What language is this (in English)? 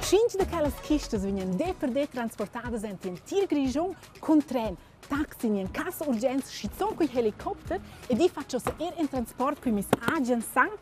Romansh